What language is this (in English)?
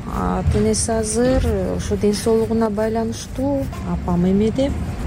Kyrgyz